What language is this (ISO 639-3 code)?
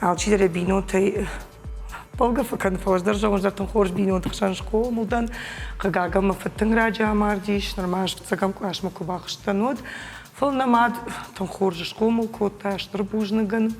oss